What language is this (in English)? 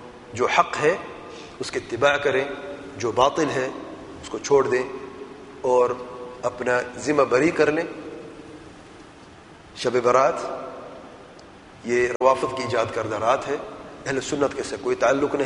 Urdu